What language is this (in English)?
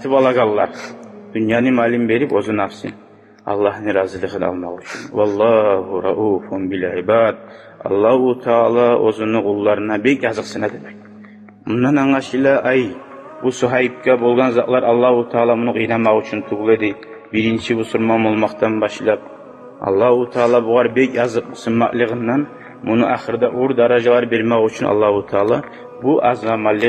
Kumyk